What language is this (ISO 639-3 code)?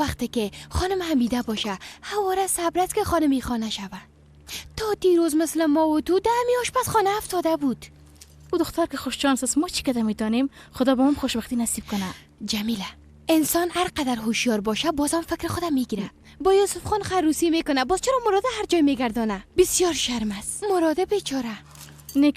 fas